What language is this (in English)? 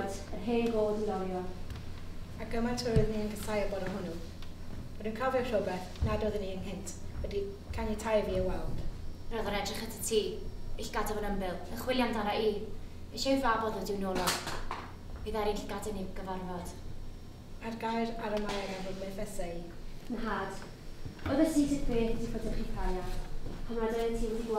Welsh